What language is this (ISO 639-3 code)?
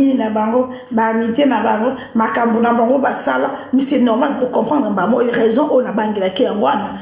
lin